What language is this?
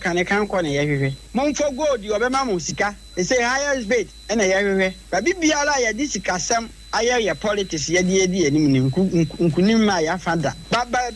Akan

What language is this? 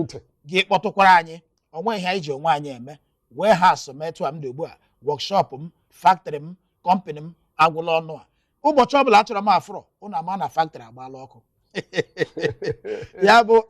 Igbo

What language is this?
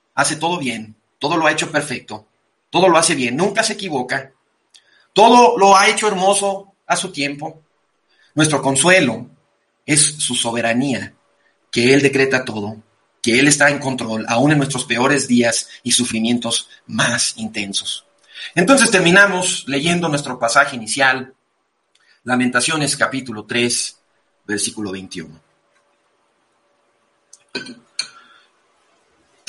Spanish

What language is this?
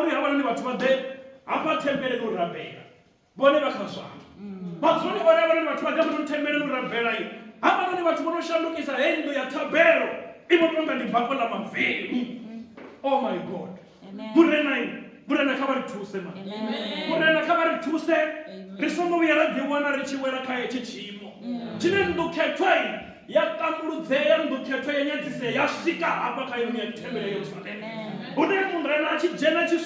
Venda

